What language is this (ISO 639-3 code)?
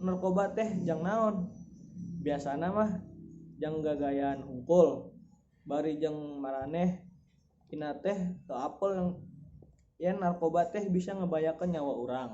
sun